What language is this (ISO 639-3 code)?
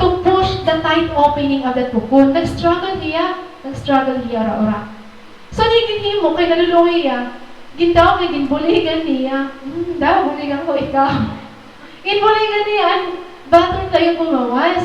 war